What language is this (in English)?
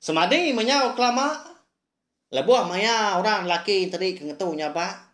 Iban